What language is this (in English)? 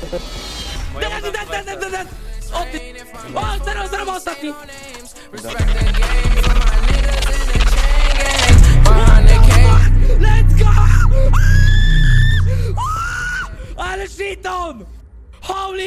Polish